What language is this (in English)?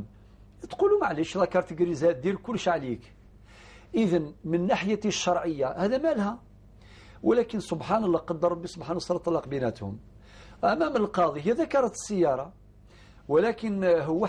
Algerian Arabic